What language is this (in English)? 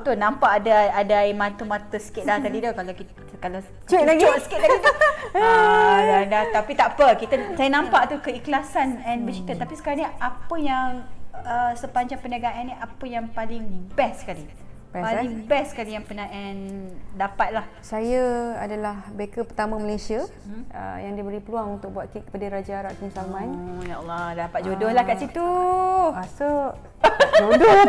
Malay